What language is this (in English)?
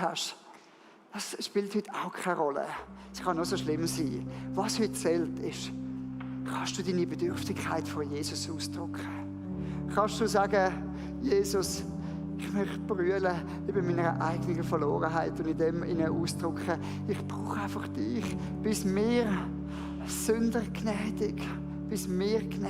Swiss German